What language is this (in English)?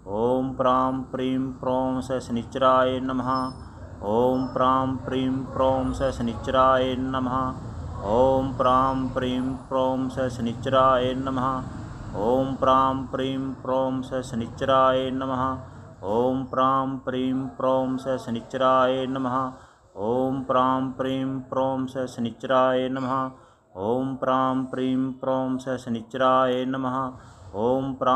Sanskrit